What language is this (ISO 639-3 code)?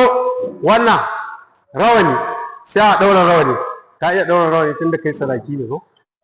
hau